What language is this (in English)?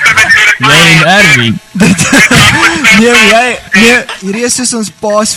Afrikaans